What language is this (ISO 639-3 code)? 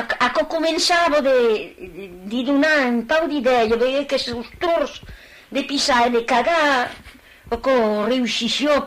oci